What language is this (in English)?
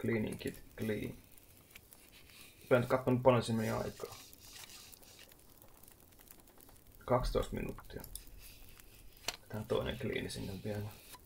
Finnish